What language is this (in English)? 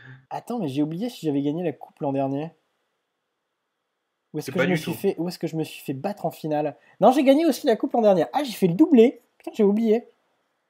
French